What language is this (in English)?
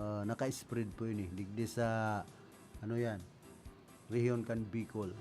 Bikol